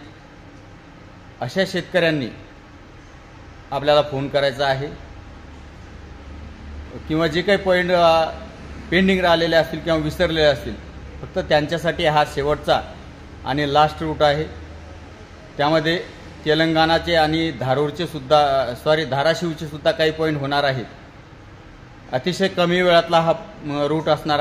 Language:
Marathi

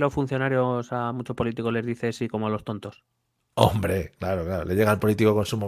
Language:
Spanish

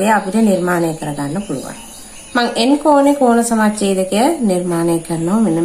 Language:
Sinhala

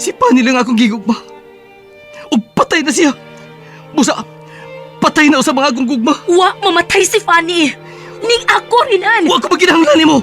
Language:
Cebuano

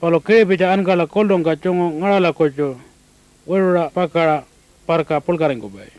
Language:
Pitjantjatjara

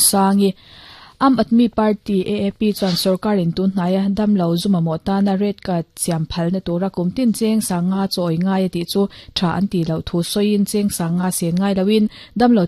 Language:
Mizo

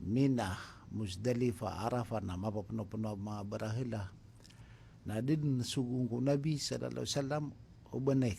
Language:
Maranao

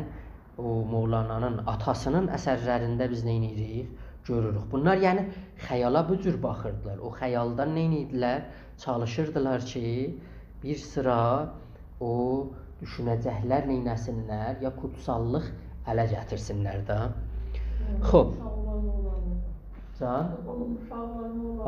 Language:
South Azerbaijani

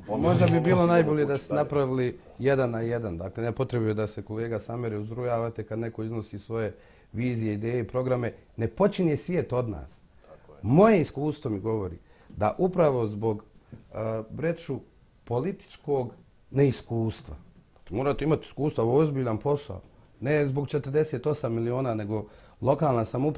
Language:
Bosnian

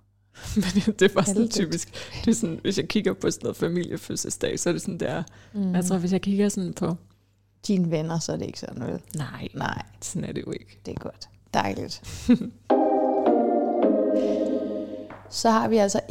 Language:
Danish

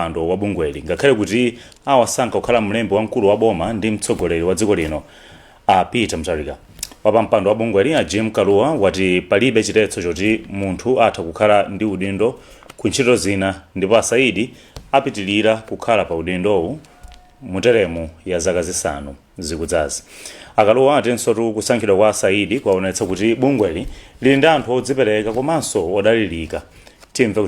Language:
Nyanja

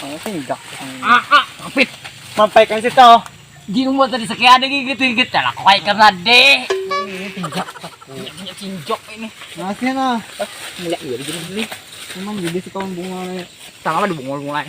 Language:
Banjar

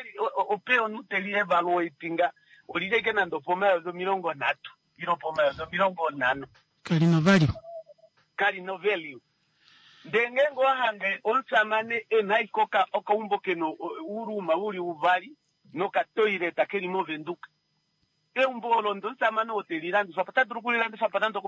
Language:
Kuanyama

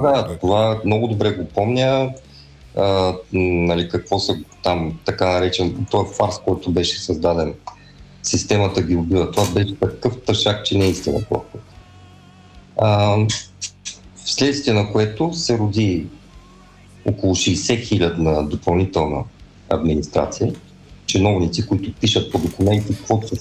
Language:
Bulgarian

